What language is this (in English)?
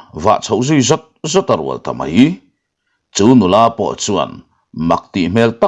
Mizo